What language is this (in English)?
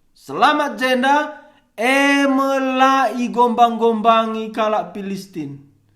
Batak Karo